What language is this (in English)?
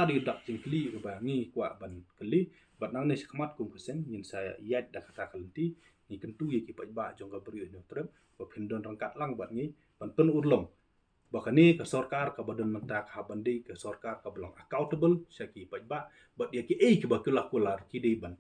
Khasi